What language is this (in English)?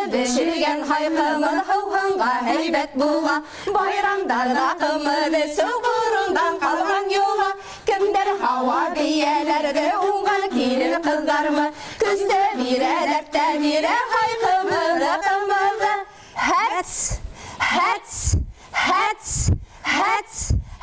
Bashkir